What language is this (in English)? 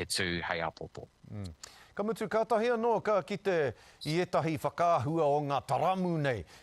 Māori